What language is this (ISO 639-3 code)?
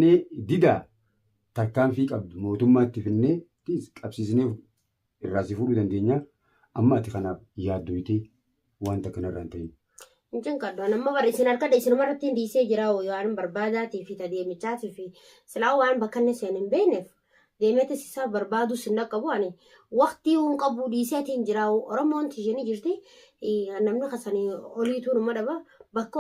orm